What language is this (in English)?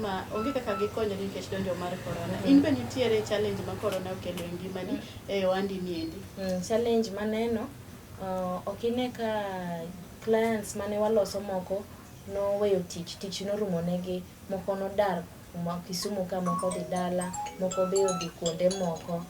Luo (Kenya and Tanzania)